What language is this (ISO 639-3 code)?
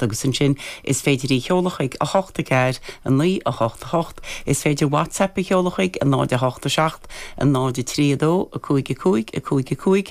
gle